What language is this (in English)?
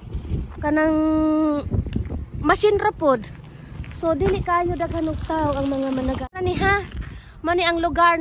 Cebuano